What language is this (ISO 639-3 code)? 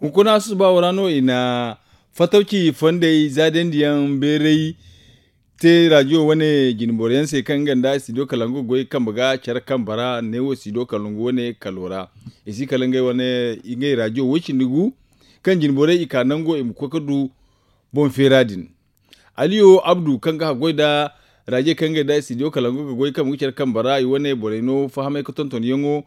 dje